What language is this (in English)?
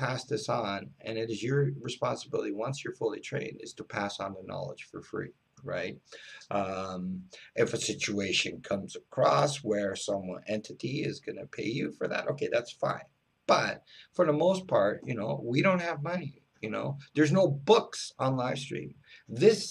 English